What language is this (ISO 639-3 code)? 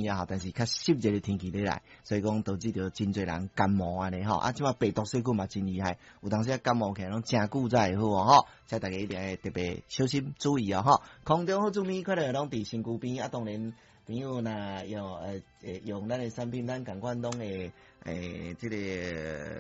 nan